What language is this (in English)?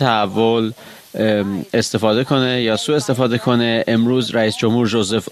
Persian